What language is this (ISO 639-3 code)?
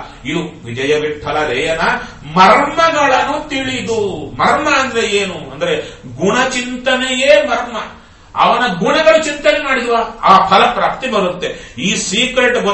kan